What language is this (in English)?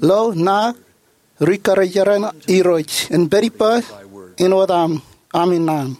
Marshallese